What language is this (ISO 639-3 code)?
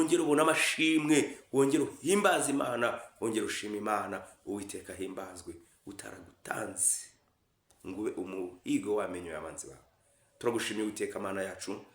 kin